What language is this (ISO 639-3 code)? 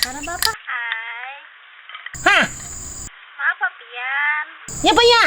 bjn